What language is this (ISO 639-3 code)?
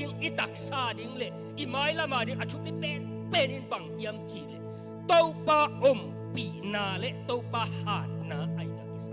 ctd